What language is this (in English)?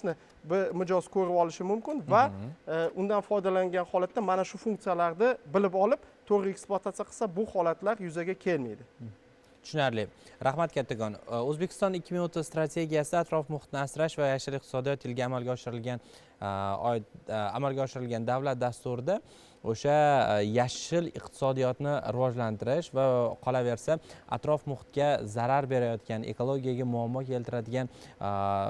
Uzbek